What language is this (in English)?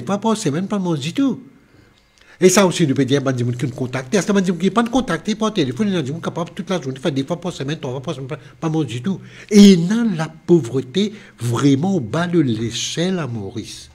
Morisyen